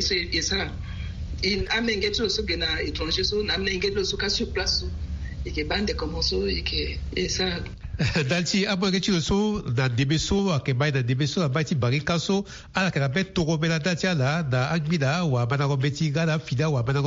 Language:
Sango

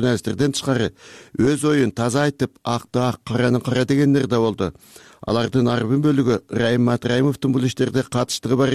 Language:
Kyrgyz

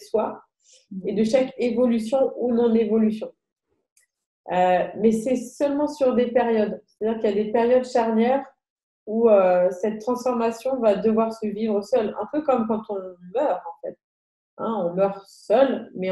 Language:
French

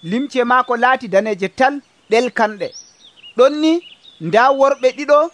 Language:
Nigerian Fulfulde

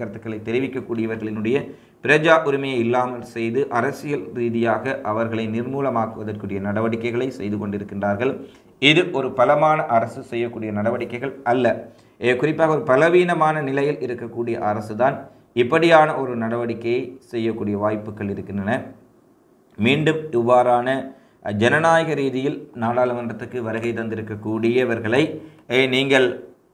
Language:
Tamil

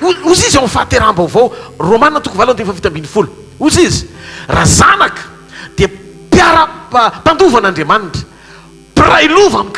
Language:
Malagasy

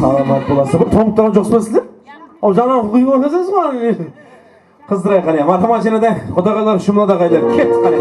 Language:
Kara-Kalpak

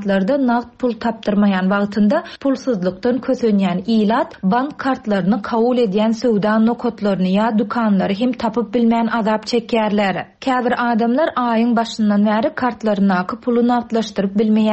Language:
Turkmen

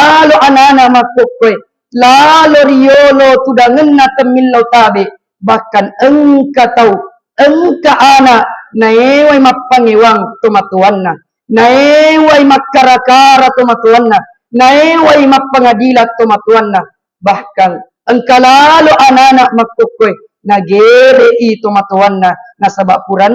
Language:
Buginese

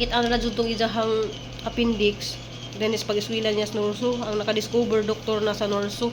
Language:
Cebuano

